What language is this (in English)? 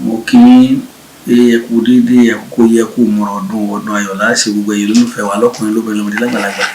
Yoruba